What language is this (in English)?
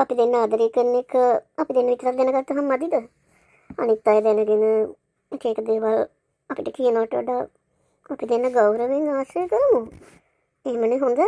Sinhala